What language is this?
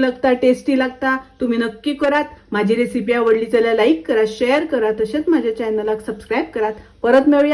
Konkani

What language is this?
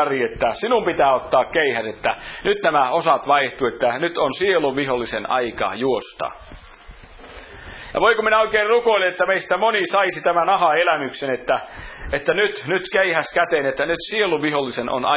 Finnish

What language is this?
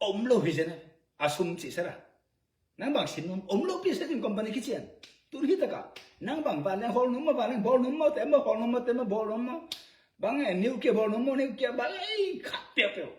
Tedim Chin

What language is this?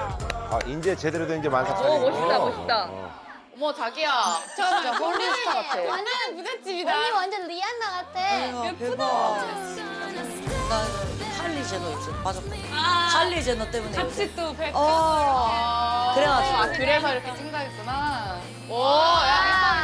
Korean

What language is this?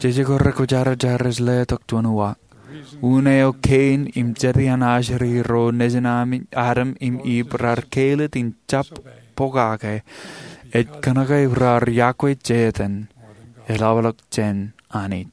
Marshallese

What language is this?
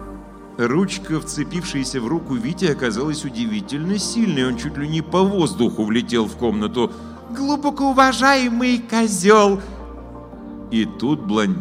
Russian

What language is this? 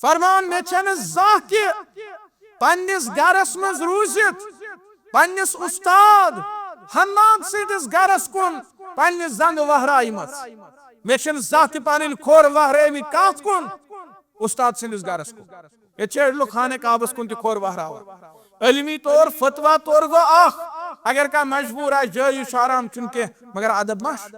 Kashmiri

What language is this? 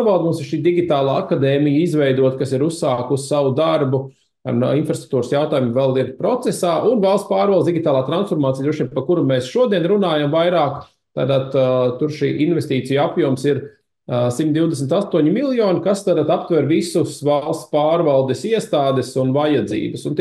Latvian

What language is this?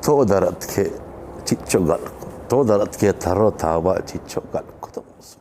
Eastern Balochi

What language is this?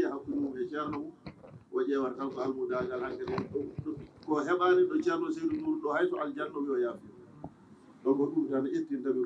Fula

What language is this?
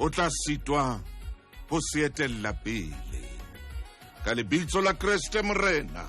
Southern Sotho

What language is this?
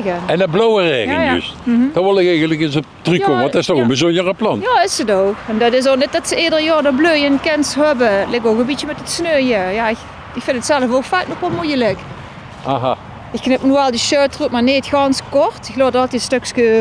Limburgish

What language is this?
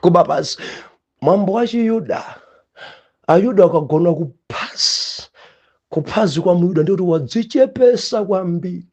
Nyanja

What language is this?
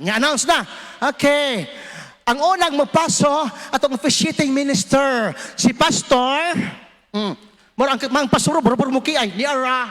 Cebuano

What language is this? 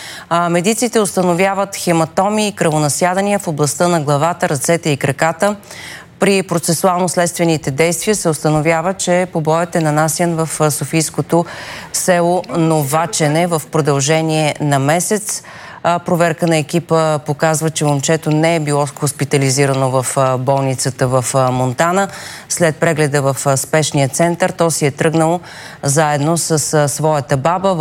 Bulgarian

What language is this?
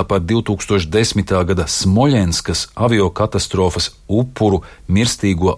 Latvian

